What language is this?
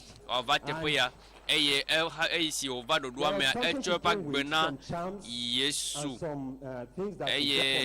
Ewe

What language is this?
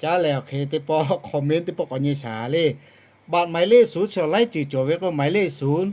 Lahu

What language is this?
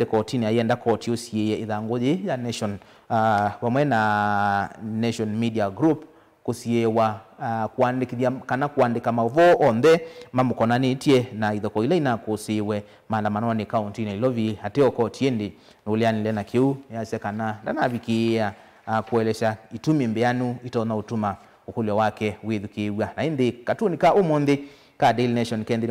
Kamba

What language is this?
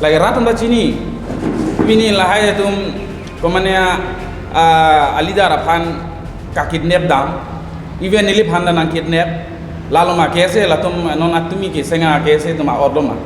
Karbi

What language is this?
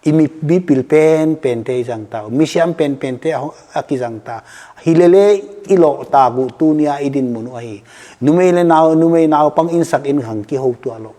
Paite Chin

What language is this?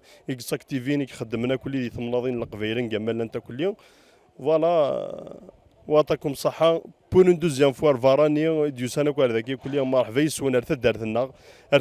Kabyle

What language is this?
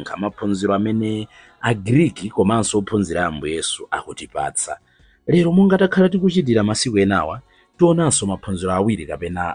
Nyanja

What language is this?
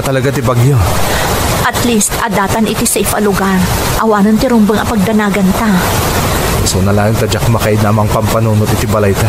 Iloko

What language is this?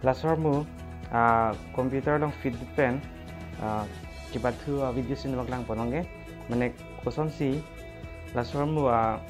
Karbi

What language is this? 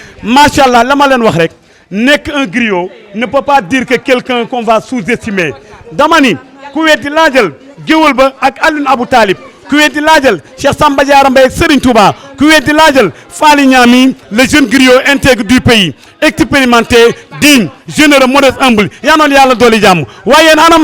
Wolof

